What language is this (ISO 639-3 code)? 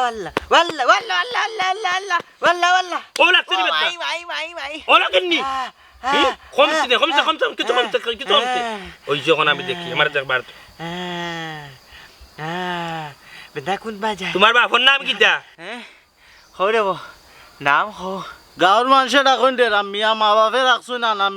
syl